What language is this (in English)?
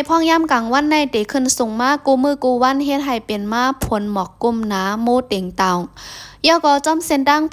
Shan